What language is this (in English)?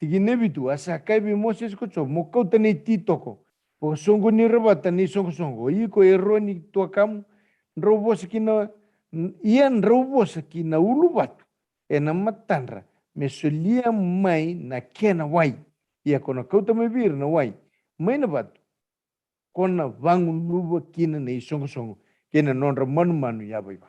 Fijian